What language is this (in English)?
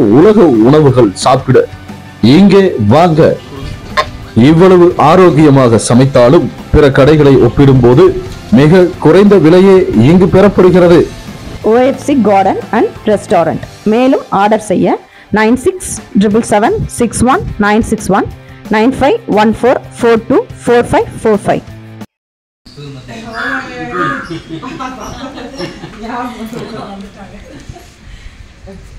Tamil